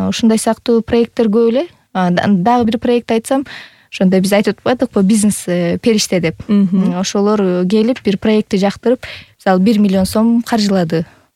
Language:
Kyrgyz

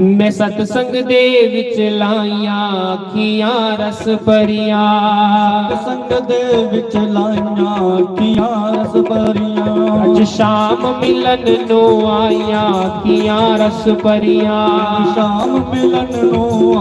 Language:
Dogri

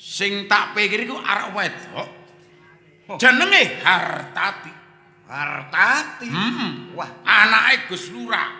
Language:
Javanese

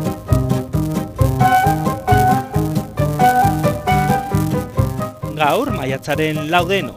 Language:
Basque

